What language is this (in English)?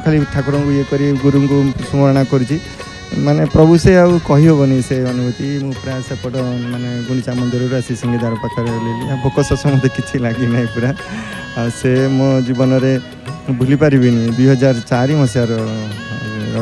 Odia